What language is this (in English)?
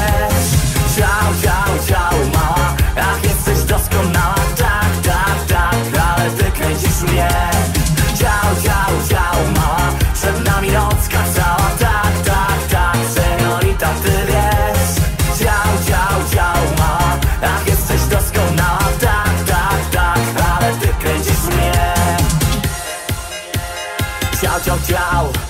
Polish